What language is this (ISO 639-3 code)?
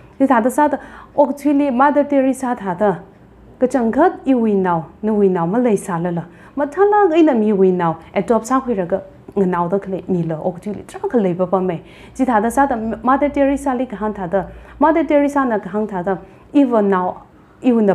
nmf